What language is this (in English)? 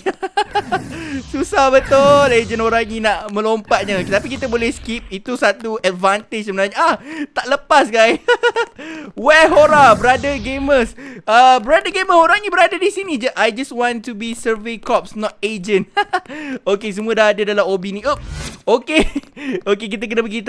Malay